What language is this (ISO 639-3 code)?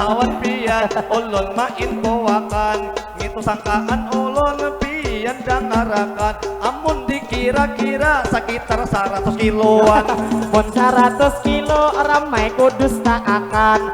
bjn